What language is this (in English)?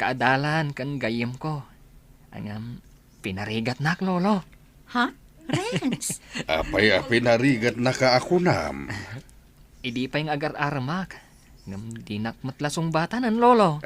Iloko